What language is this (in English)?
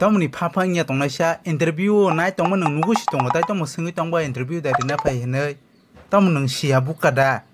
Kok Borok